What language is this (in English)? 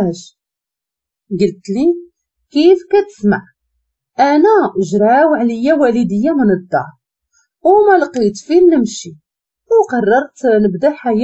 Moroccan Arabic